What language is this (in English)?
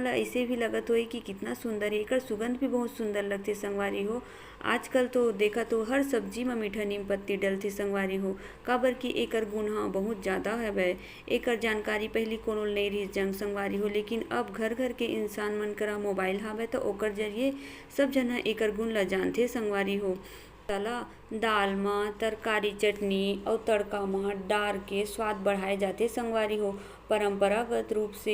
Chhattisgarhi